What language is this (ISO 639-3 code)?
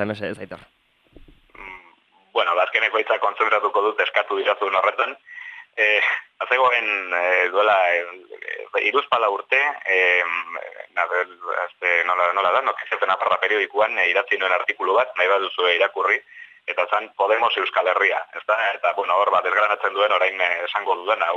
eus